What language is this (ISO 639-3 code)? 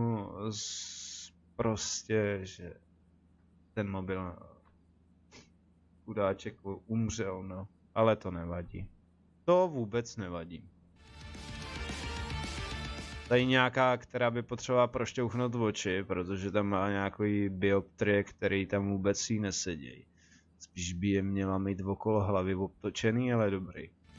ces